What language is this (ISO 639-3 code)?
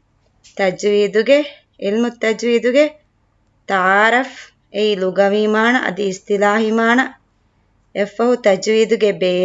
div